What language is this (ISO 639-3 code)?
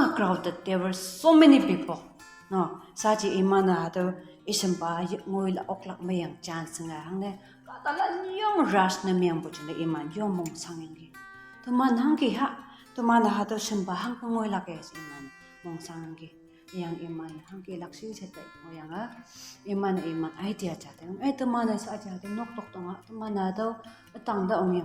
nbe